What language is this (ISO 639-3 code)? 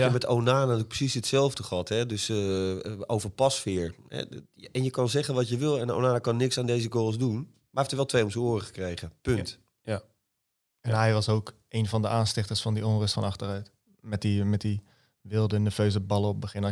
nld